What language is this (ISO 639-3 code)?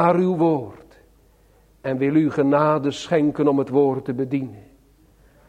nld